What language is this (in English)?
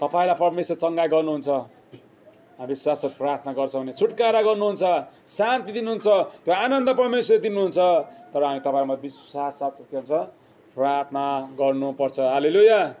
Nepali